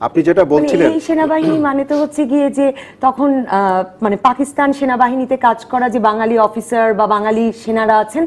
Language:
Bangla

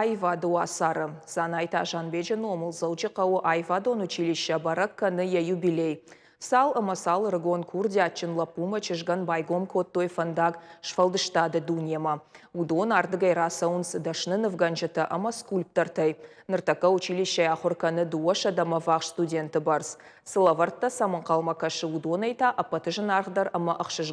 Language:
Ossetic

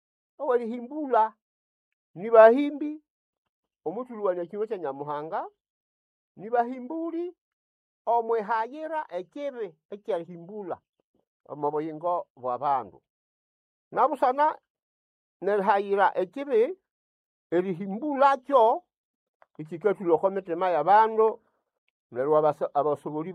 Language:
Nande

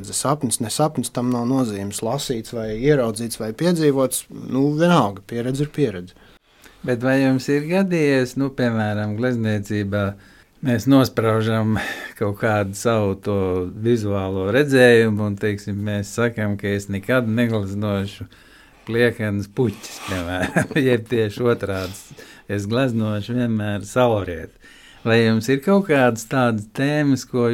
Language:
Latvian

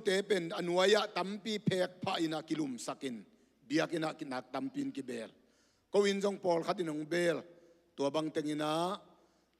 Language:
Tedim Chin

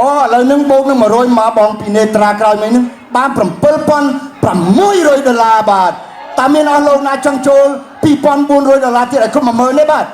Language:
Khmer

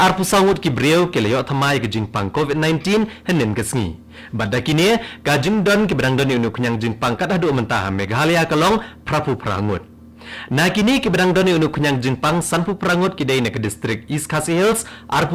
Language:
Khasi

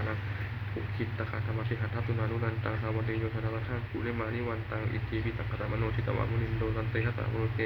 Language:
Pali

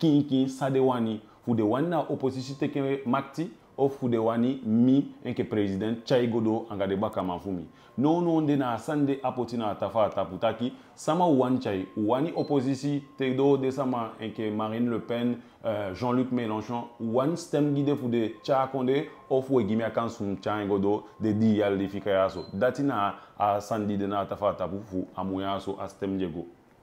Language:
Eastern Maroon Creole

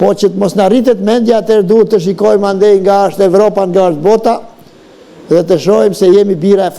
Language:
Albanian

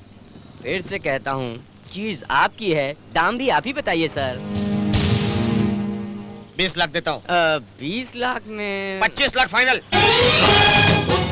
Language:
Hindi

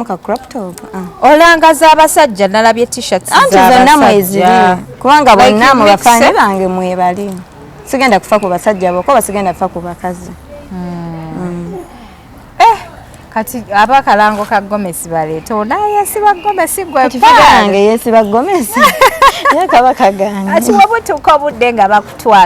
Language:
Ganda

